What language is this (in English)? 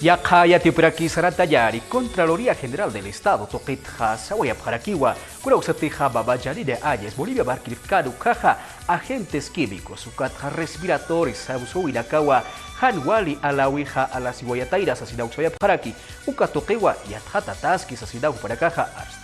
Aymara